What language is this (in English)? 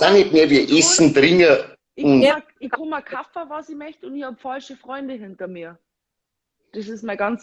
Bavarian